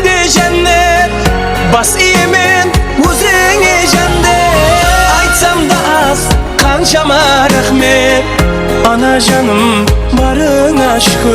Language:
Kara-Kalpak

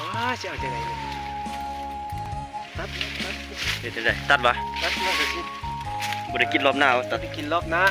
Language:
Lao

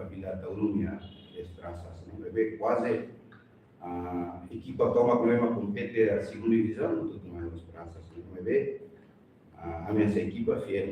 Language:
Tetum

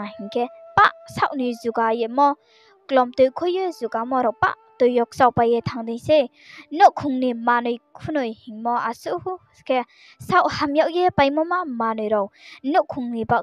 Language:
Riang (India)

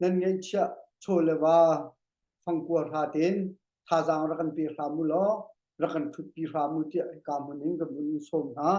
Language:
Hakha Chin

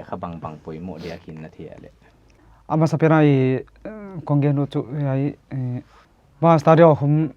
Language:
Paite Chin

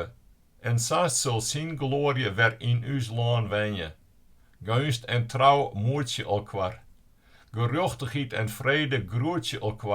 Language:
Western Frisian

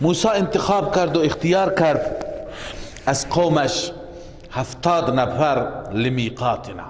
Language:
Persian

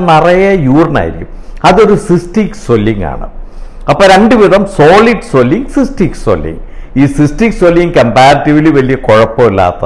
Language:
Malayalam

